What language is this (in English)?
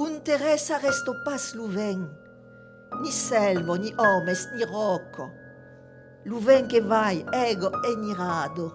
Occitan